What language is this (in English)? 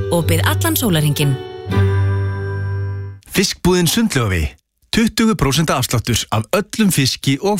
Icelandic